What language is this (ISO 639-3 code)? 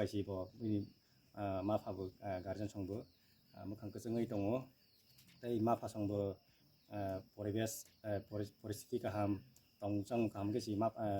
trp